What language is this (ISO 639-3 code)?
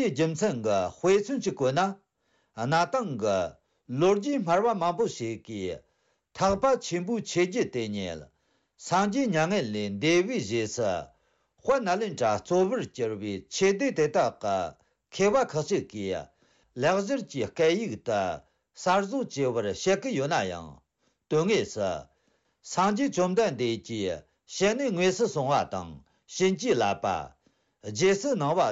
bod